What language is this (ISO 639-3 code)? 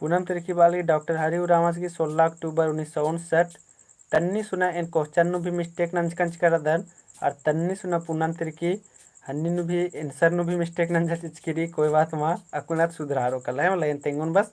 kru